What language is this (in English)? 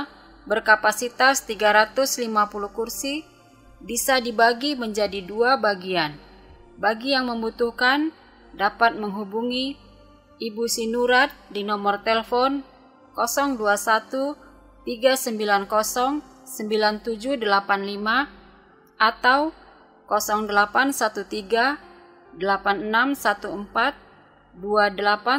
Batak Toba